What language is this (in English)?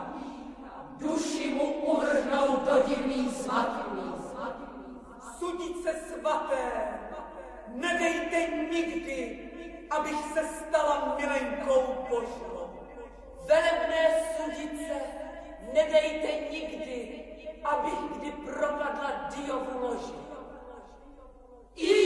Czech